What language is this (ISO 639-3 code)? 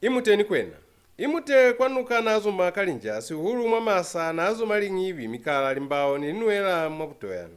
loz